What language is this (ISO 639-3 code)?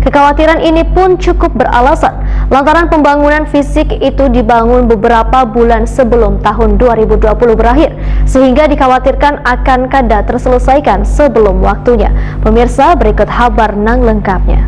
bjn